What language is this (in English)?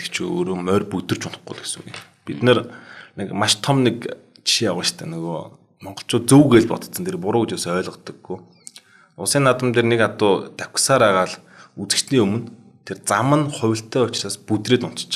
Mongolian